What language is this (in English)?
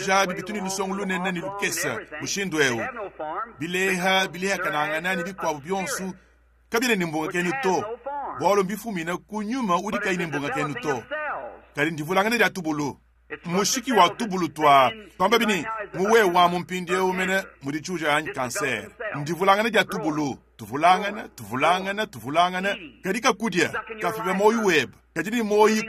Luba-Lulua